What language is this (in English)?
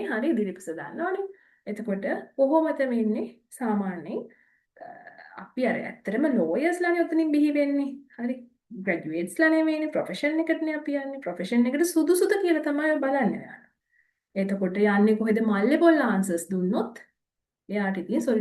Sinhala